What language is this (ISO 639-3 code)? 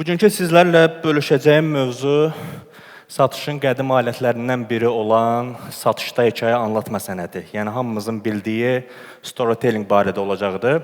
aze